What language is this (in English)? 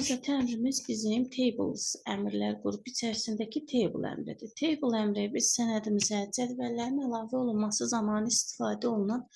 Azerbaijani